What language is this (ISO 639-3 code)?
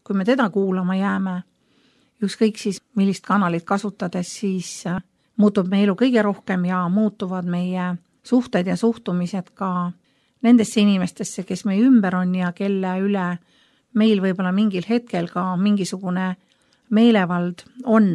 est